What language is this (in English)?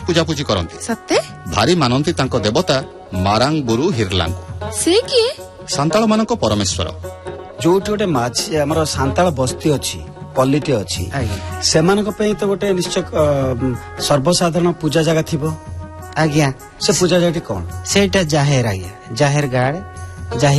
Odia